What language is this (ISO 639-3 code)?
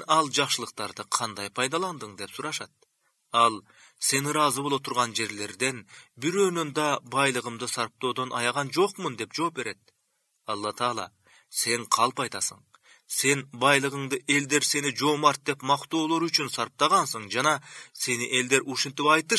kir